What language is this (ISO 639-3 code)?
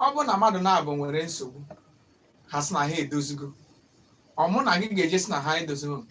ibo